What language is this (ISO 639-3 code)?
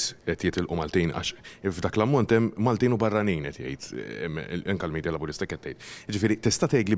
mlt